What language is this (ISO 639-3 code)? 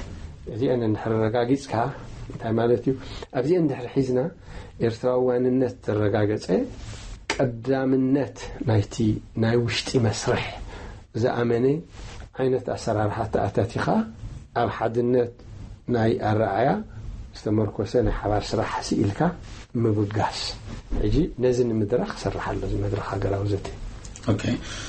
tir